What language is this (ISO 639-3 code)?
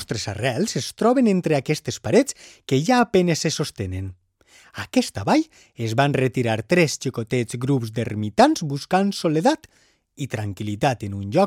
cat